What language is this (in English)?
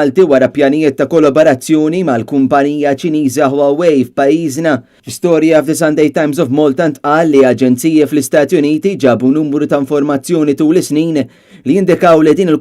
Maltese